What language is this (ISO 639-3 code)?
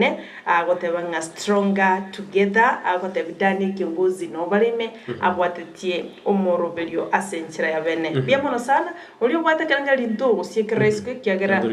guz